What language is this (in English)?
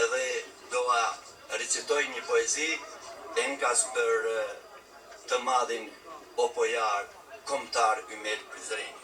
Albanian